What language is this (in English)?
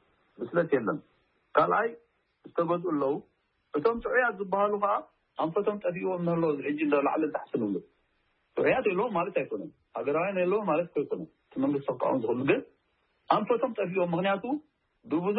Tigrinya